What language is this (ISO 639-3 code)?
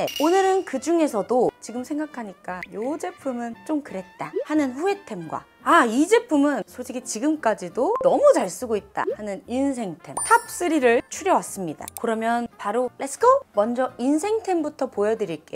kor